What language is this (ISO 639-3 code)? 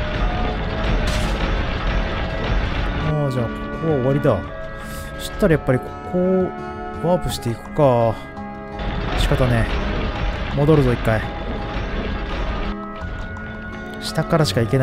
jpn